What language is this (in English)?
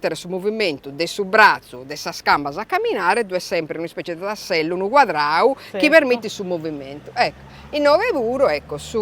Sardinian